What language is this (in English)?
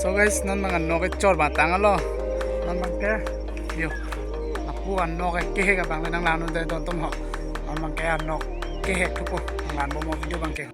Karbi